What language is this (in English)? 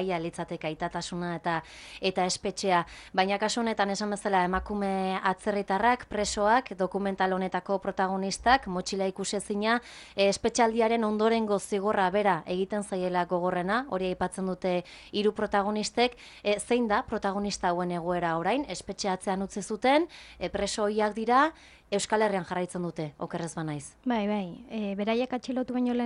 Basque